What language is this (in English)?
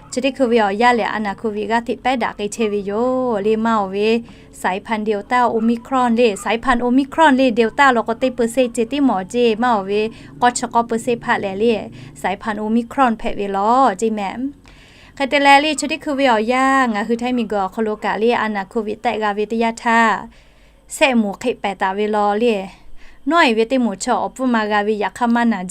Lahu